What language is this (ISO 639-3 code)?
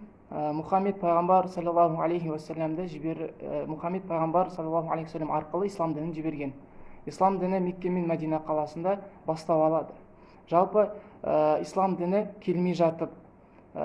kaz